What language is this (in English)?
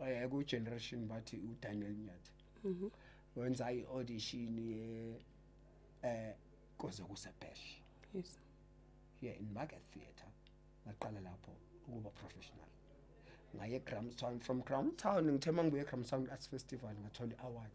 Zulu